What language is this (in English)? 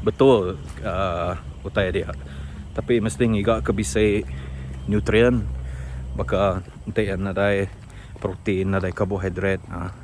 Iban